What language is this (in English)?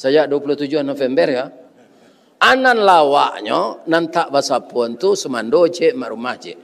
Minangkabau